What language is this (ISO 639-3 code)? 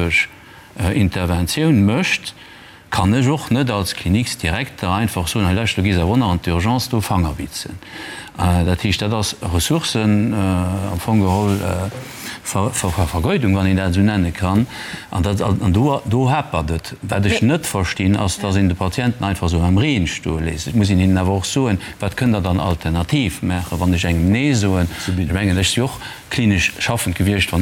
ltz